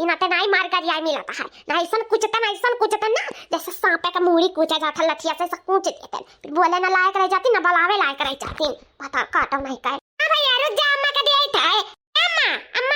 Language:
Awadhi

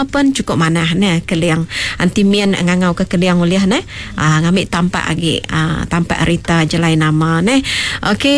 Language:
Iban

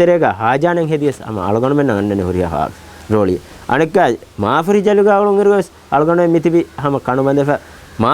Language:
Divehi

